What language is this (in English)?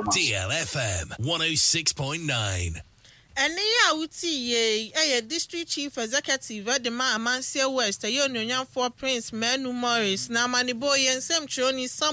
Akan